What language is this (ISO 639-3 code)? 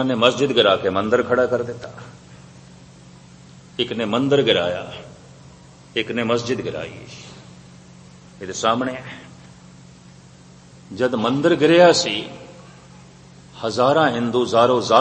pan